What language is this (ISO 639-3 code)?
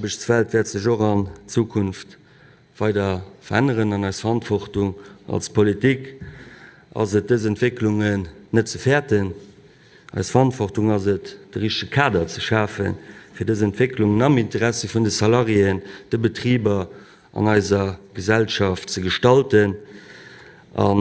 ltz